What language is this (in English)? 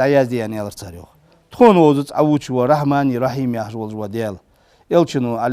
Ingush